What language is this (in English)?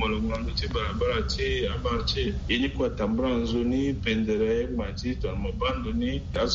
Sango